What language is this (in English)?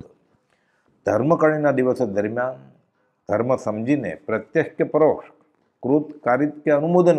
Gujarati